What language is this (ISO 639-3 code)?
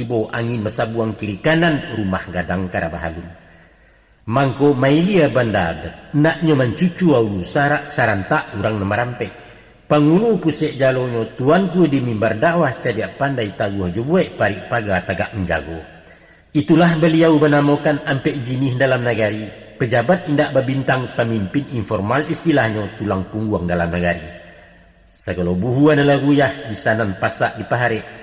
min